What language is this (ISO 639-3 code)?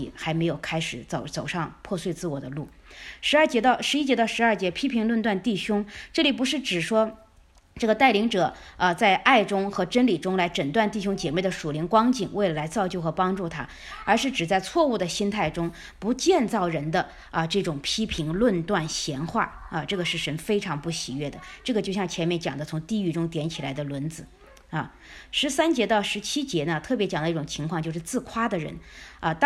zho